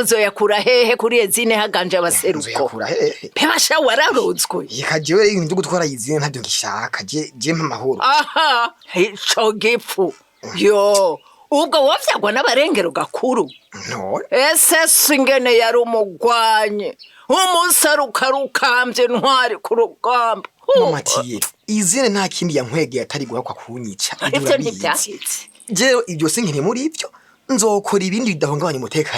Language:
Rundi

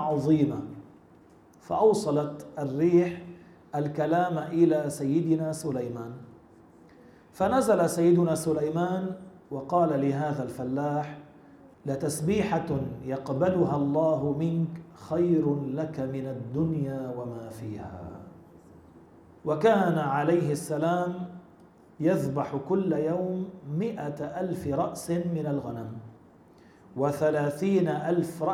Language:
Arabic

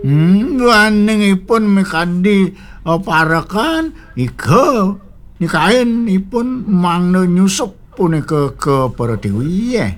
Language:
Balinese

